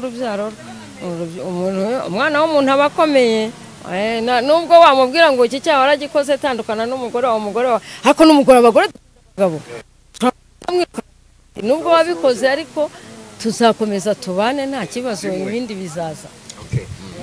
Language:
Kinyarwanda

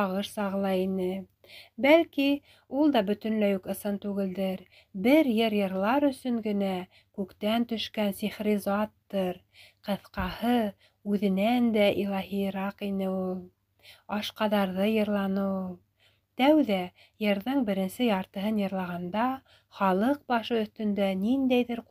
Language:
Bashkir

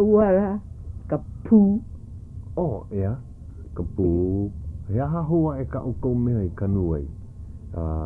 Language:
Hawaiian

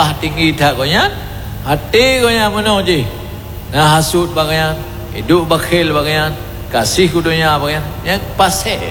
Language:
Achinese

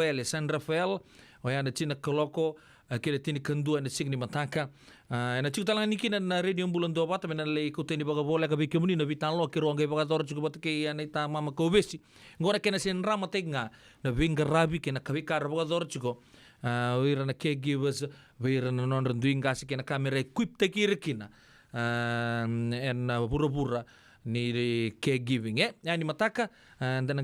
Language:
Fijian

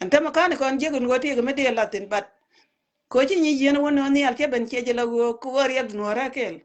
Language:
Nuer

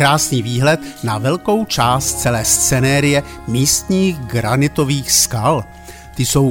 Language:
Czech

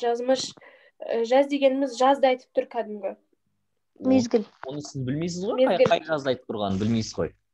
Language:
Kazakh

